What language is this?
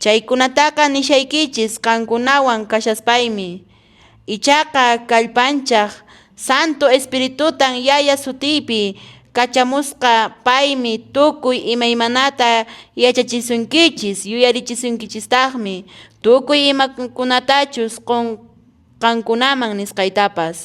Quechua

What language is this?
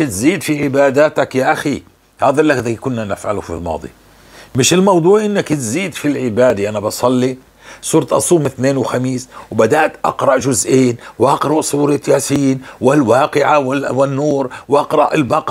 North Levantine Arabic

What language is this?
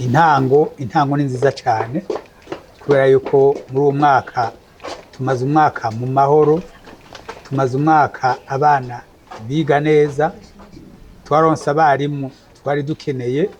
Rundi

